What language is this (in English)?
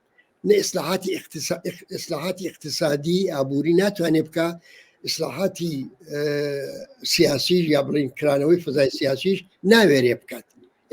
Central Kurdish